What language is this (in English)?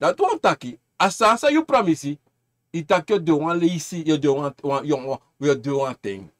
Sranan Tongo